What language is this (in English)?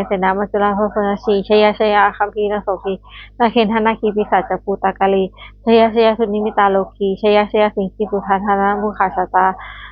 Pali